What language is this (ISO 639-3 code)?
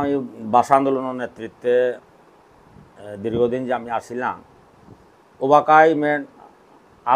bpy